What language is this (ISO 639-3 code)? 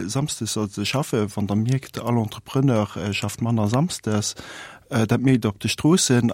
ltz